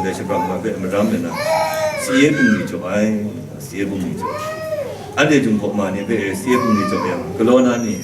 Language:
Kachin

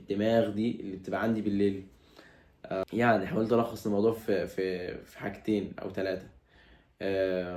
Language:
Egyptian Arabic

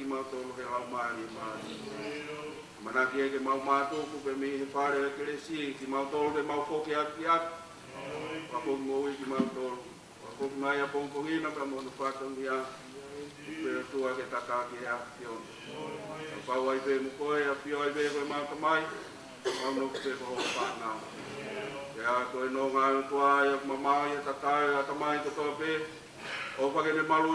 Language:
Tongan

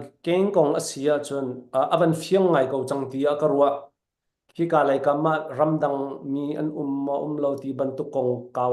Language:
Falam Chin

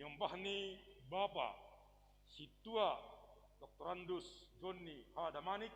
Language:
Batak Simalungun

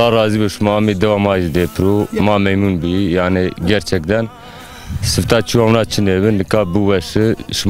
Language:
Zaza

